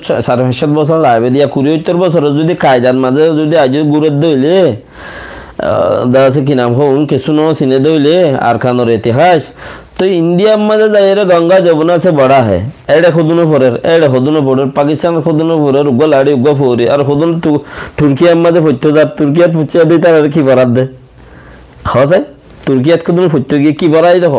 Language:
Rohingya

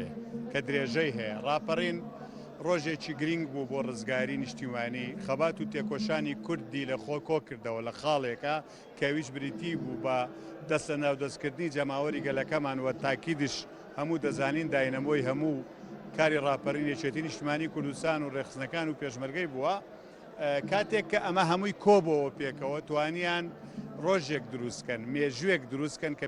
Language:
Central Kurdish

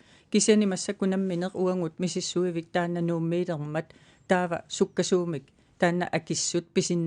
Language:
Kalaallisut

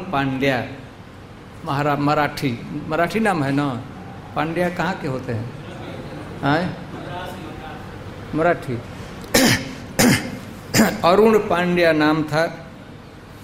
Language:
Hindi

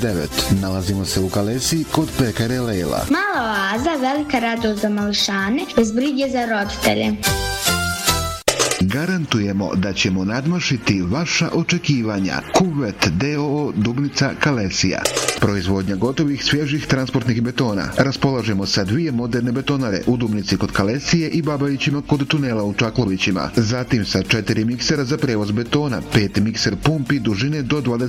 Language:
Bosnian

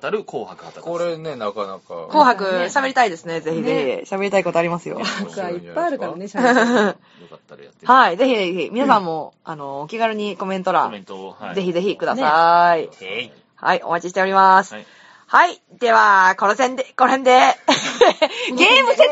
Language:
Japanese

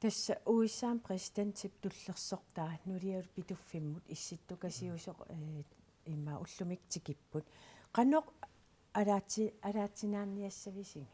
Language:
Kalaallisut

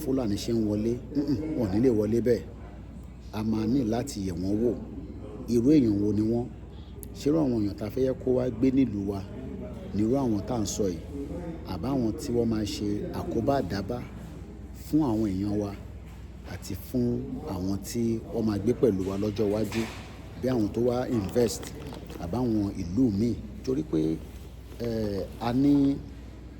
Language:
Yoruba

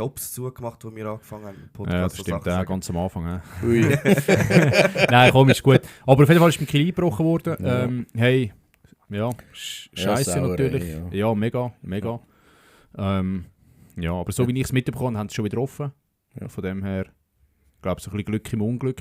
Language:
Swiss German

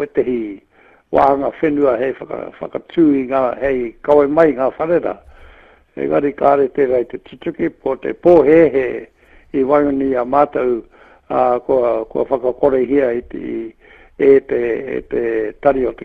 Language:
Māori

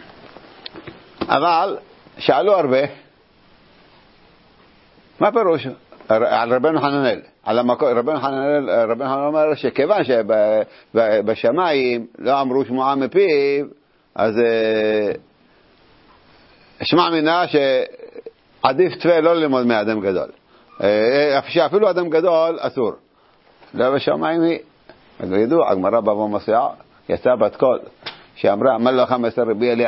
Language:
Hebrew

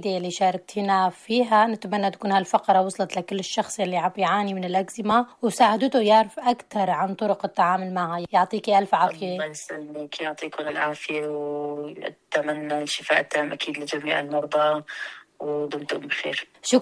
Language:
North Levantine Arabic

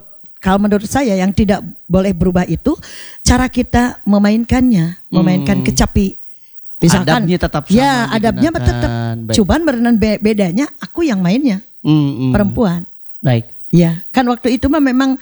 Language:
Indonesian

